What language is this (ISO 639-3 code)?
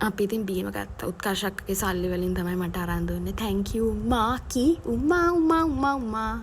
sin